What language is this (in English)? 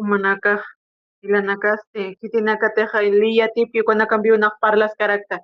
Aymara